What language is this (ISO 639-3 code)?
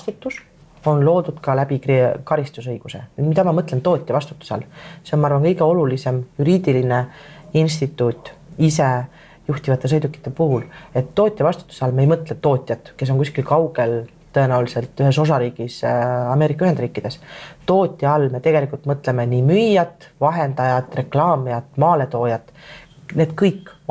est